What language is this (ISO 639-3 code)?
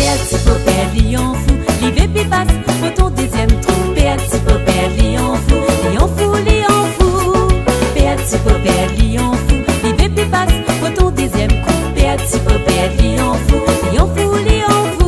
rcf